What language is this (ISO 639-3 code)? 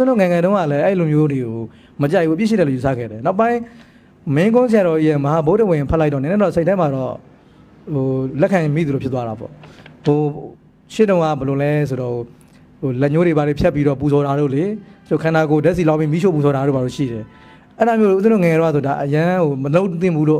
mya